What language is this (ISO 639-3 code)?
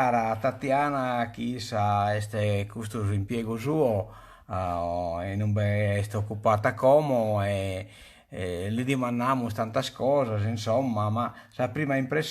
srd